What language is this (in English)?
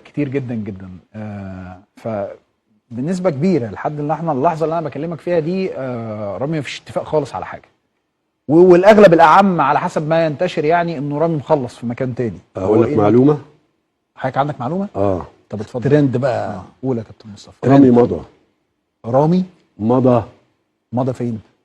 Egyptian Arabic